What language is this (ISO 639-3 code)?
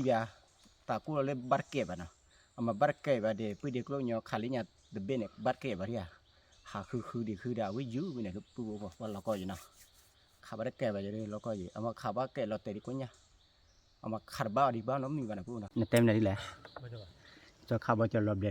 ksw